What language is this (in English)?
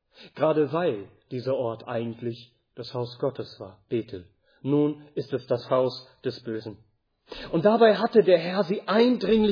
German